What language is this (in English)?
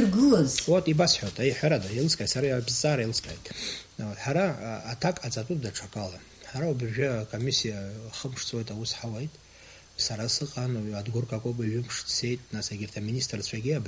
Abkhazian